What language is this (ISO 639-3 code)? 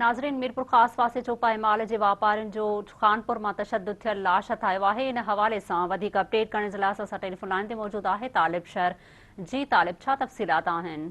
snd